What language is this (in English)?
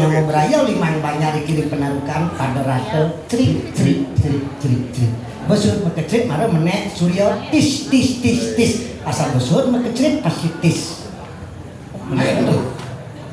Balinese